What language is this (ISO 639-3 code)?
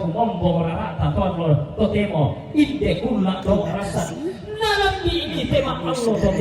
sda